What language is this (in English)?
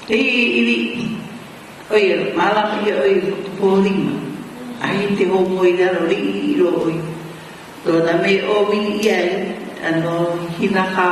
Hawaiian